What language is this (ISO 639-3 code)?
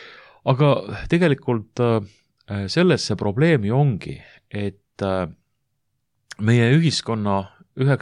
est